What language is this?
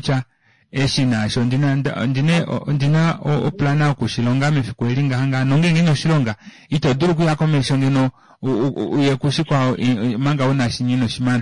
Kuanyama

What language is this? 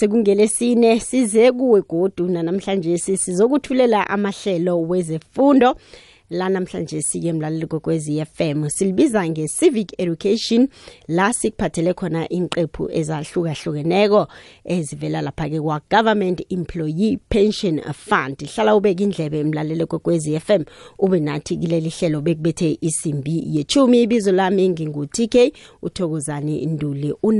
South Ndebele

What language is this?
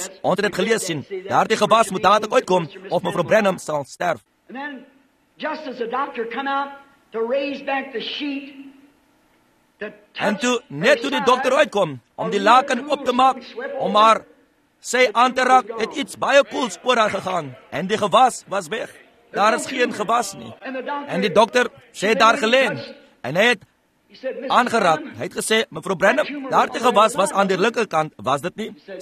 Afrikaans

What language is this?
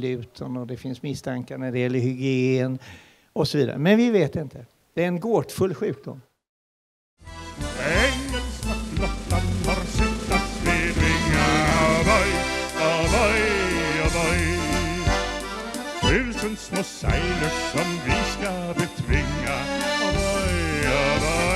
Swedish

